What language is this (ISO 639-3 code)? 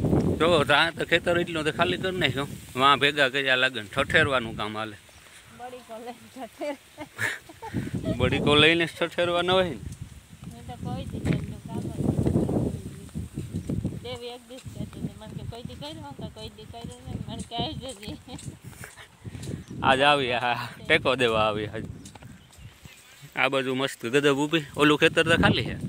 guj